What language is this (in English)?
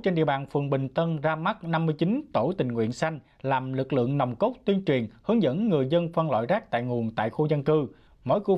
Vietnamese